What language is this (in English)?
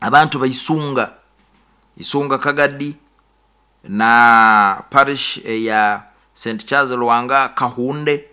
Nyoro